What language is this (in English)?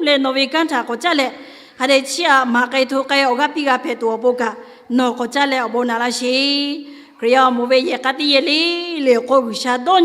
Lahu